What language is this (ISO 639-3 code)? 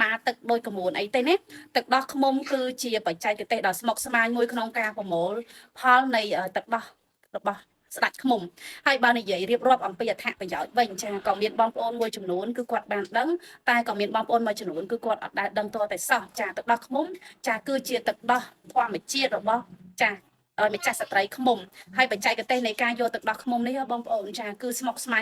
khm